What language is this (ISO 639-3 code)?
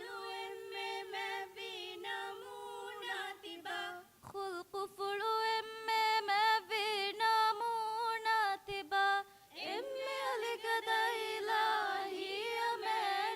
div